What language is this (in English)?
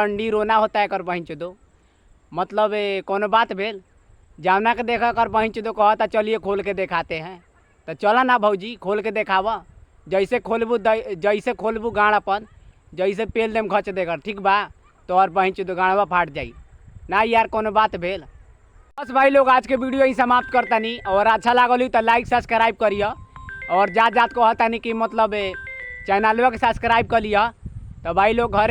Bhojpuri